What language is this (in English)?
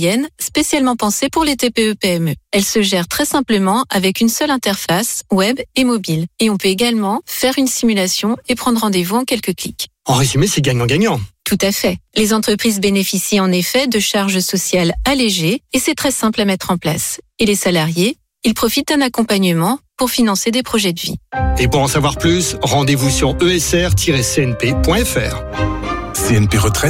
French